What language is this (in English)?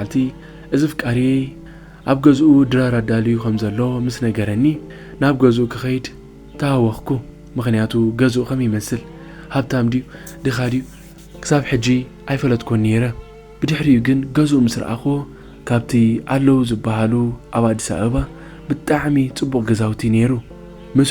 Tigrinya